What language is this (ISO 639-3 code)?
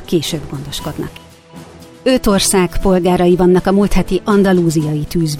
hun